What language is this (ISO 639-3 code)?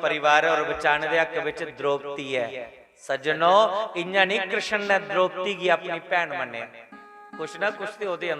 doi